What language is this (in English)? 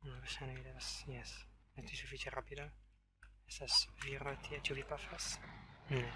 Esperanto